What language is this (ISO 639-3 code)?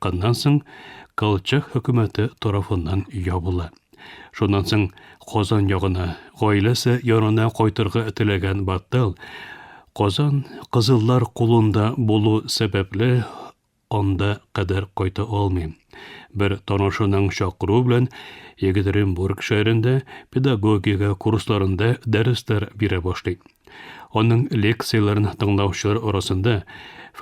tat